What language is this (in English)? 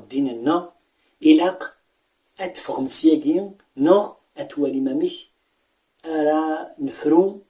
Kabyle